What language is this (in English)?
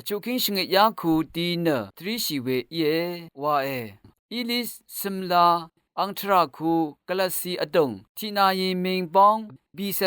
Rawang